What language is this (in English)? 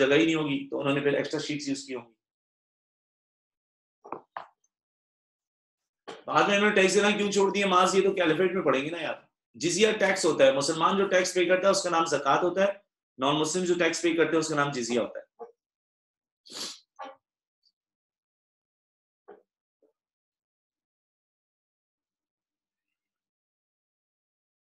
Hindi